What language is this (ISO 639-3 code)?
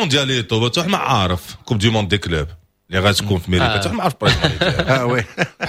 ary